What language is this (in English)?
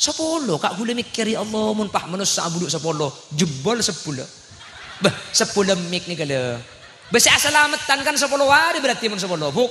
Madurese